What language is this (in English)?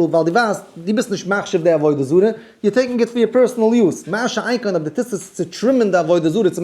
Yiddish